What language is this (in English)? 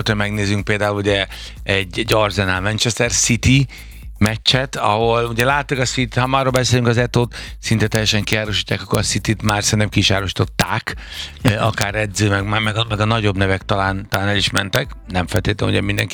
Hungarian